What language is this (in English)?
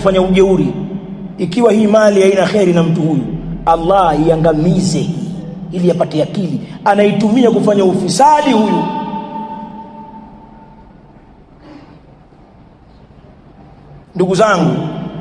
Swahili